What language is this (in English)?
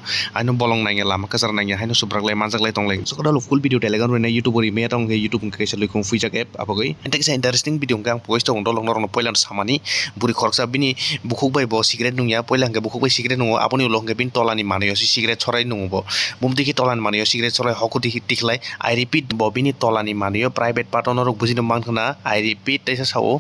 Kok Borok